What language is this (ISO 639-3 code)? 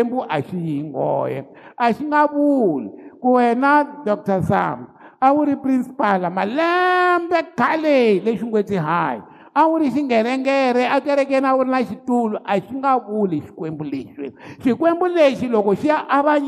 tso